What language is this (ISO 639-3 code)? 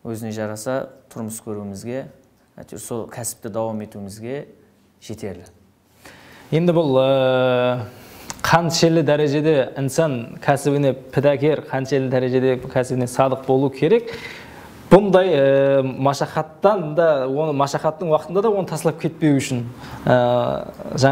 kaa